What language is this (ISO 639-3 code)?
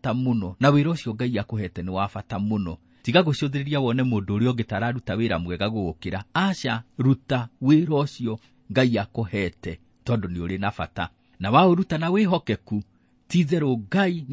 kik